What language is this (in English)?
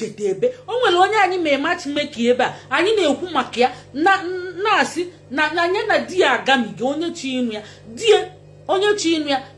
Igbo